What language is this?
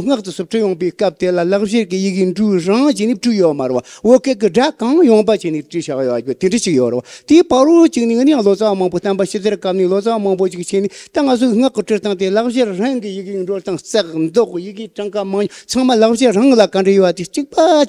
Tibetan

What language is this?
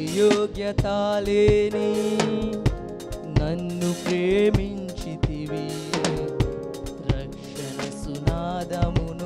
Telugu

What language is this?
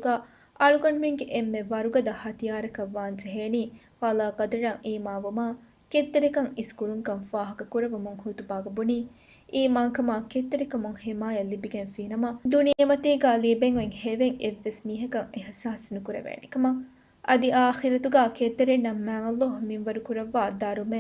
Divehi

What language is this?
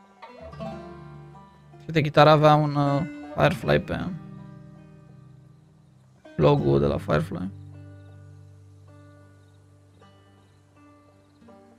Romanian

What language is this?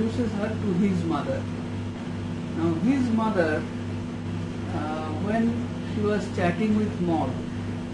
English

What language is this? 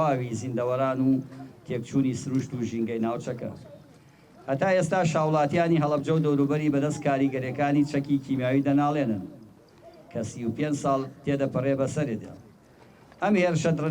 Central Kurdish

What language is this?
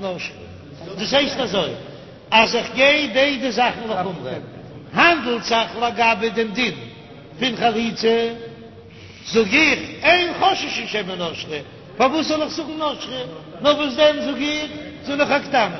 Yiddish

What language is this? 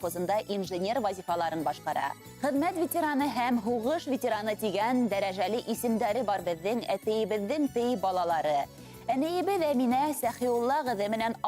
Bashkir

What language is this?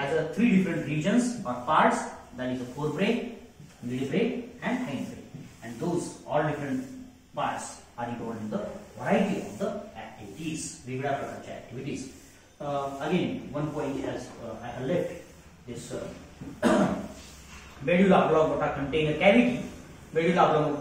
Marathi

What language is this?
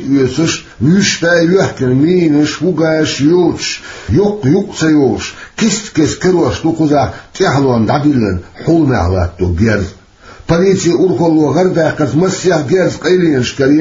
Chechen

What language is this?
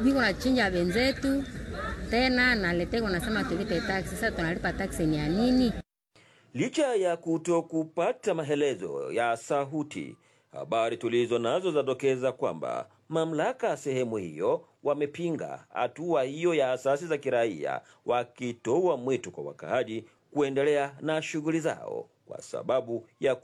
Swahili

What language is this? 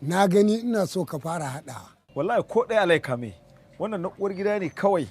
Hausa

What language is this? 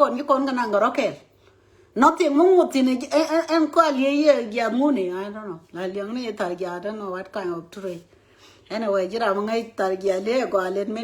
Nuer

